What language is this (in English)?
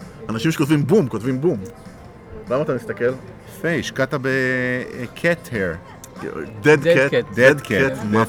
Hebrew